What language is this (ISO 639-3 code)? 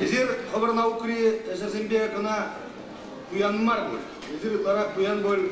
chv